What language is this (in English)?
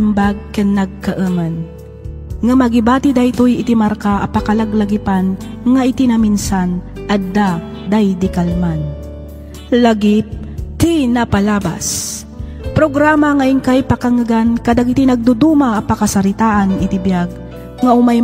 Iloko